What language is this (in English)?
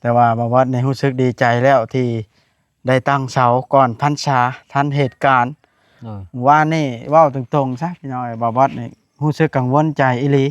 Lao